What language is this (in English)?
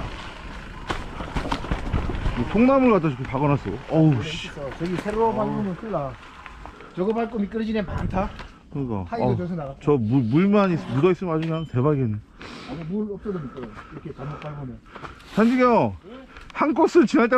Korean